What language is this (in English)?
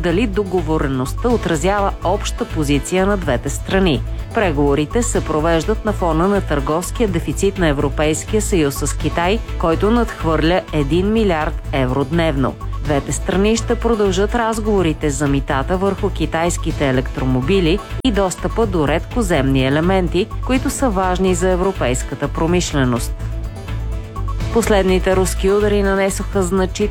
Bulgarian